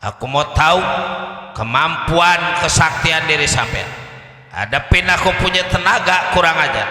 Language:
Betawi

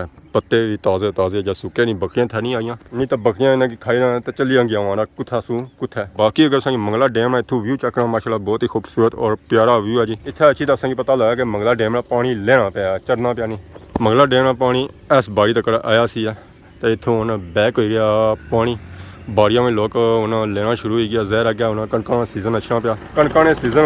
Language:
Pahari-Potwari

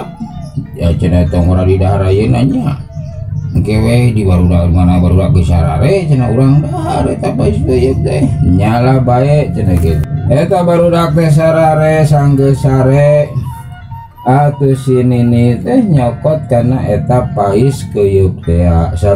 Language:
Sundanese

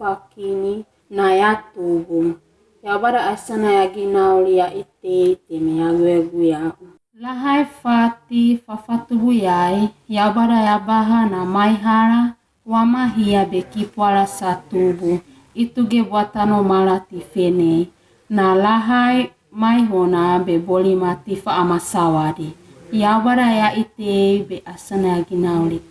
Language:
Wagawaga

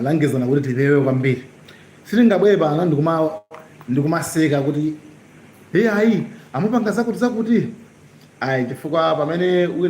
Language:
Nyanja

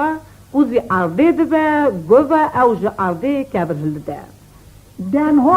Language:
Kurdish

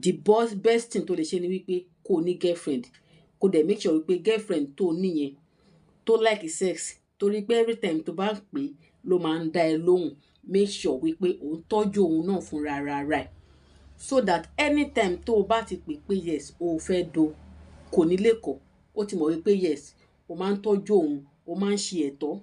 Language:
Yoruba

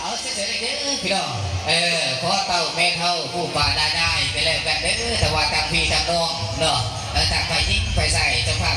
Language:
Lao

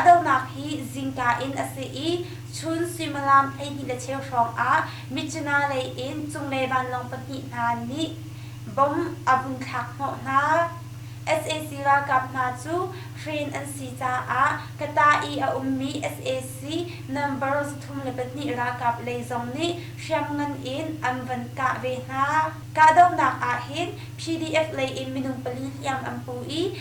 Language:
Hakha Chin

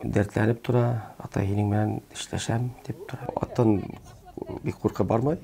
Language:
Bashkir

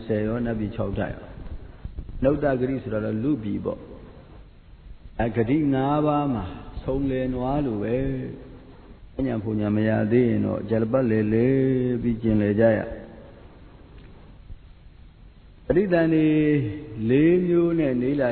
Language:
Burmese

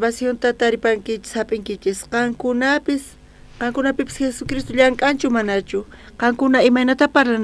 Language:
South Bolivian Quechua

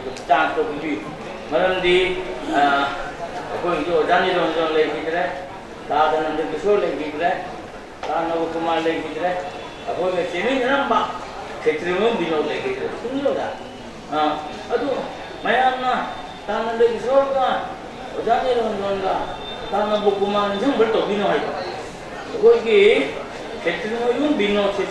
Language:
Manipuri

